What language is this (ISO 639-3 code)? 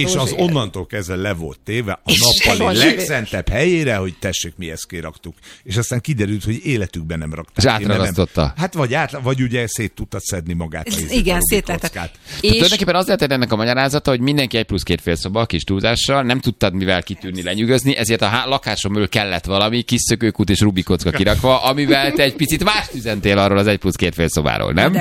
hun